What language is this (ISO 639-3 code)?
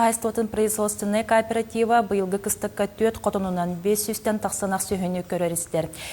sah